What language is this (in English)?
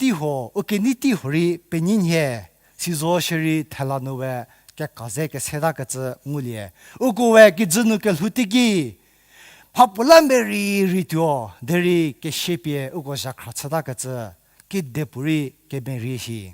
Angami Naga